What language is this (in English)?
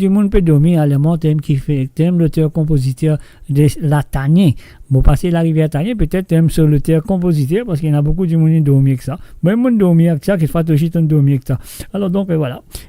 Morisyen